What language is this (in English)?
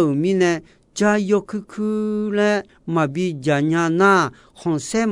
Akha